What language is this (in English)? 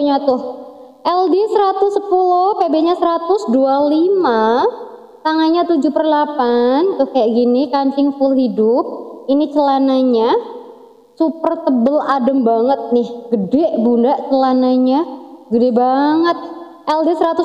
Indonesian